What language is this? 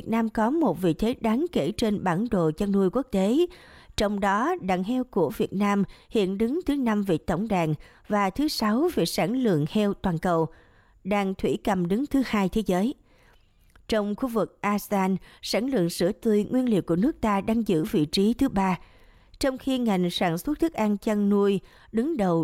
Vietnamese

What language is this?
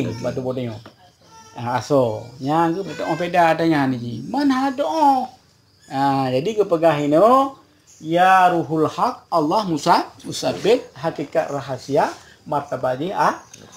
Achinese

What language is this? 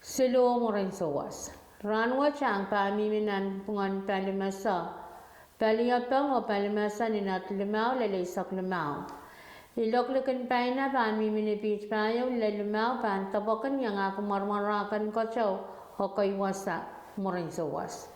Pohnpeian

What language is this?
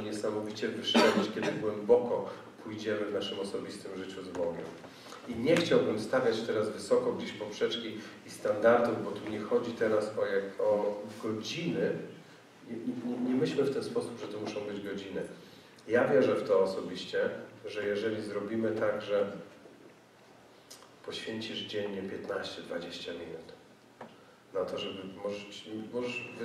Polish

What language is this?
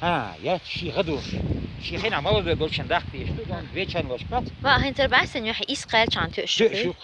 Chechen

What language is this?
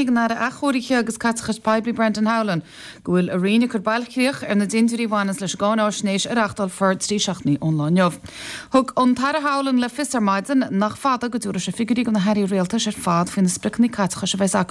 Irish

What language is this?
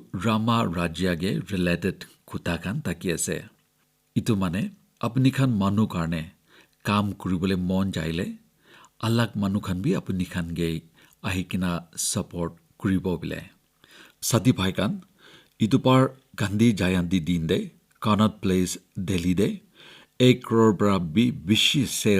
Naga Pidgin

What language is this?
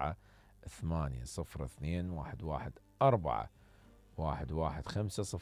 Mesopotamian Arabic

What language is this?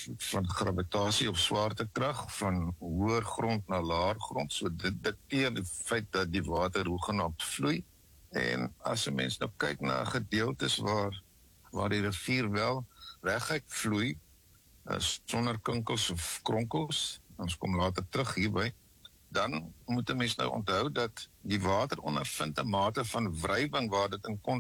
Afrikaans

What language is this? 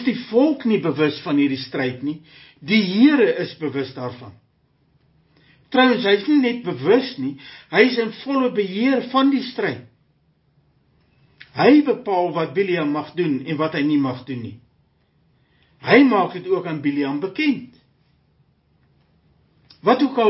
Afrikaans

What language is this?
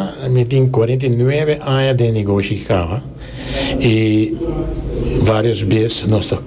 Papiamento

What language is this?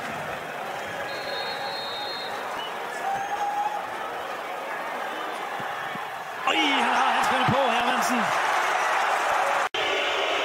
Danish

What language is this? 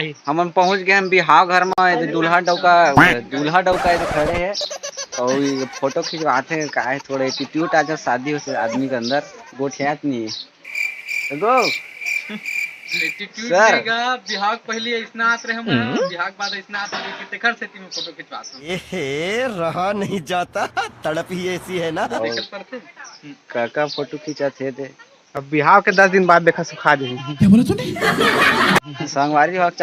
Chhattisgarhi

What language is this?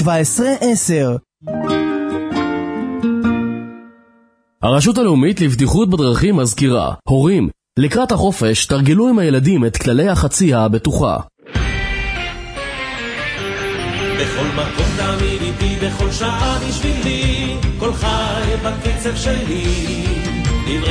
Hebrew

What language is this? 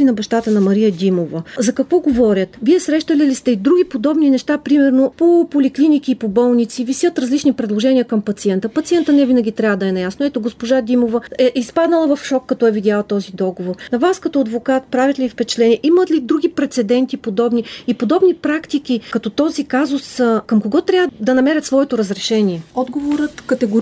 Bulgarian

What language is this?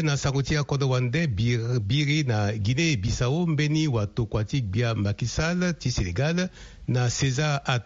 Sango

